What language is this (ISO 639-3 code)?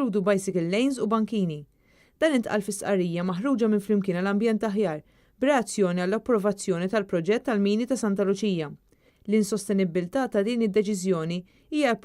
mlt